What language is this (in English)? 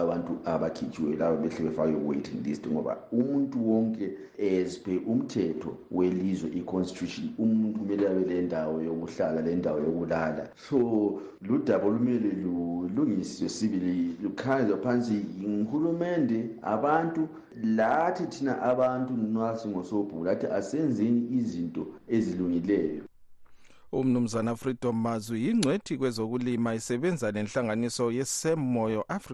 North Ndebele